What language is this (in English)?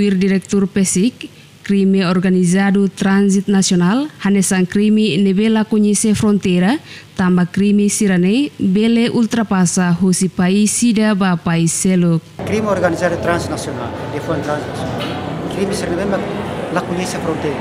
Tetum